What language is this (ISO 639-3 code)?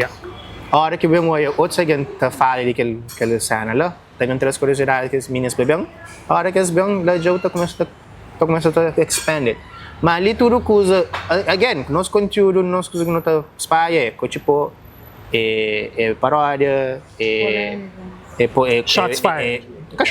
kea